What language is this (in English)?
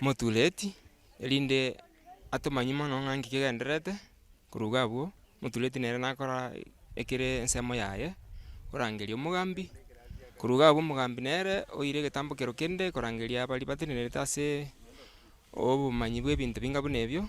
Gusii